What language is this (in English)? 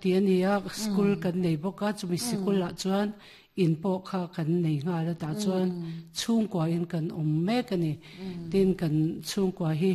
Mizo